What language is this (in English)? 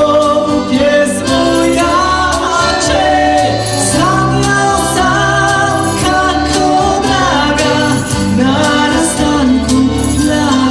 Silesian